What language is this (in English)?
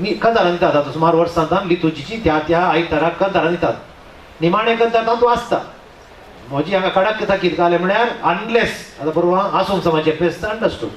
Konkani